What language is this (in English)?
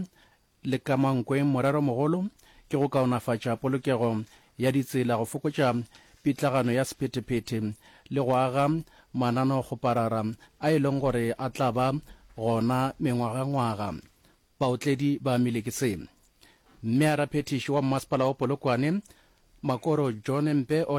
Northern Sotho